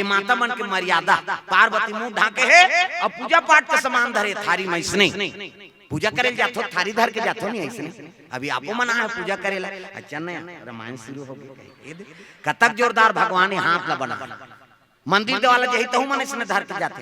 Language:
Chhattisgarhi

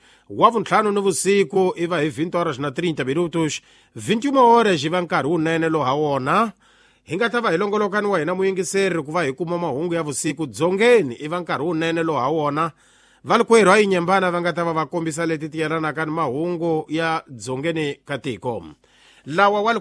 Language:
Tsonga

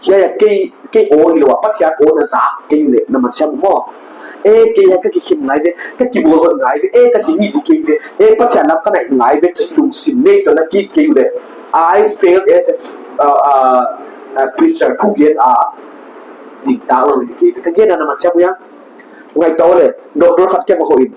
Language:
Paite Chin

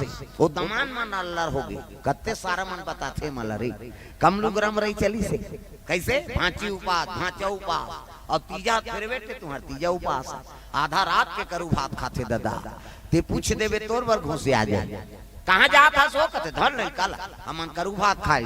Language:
Chhattisgarhi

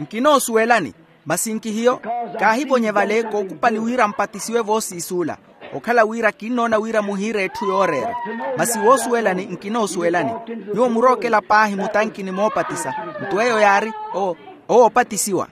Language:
Makhuwa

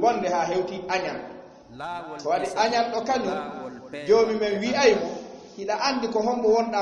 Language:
Fula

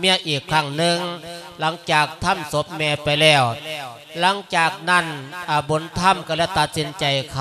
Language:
Lao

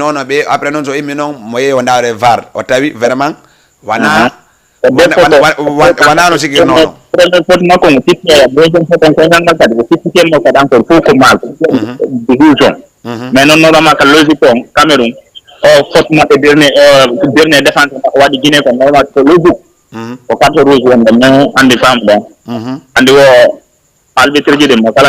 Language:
Fula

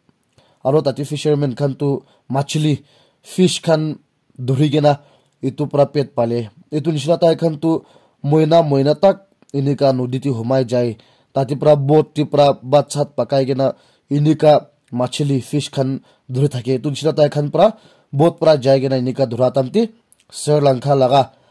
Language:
Naga Pidgin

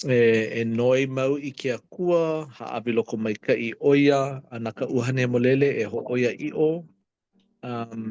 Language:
Hawaiian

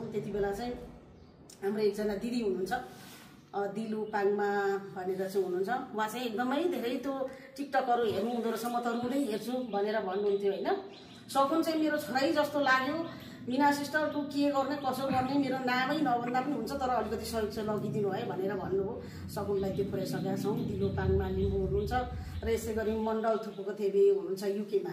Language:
Nepali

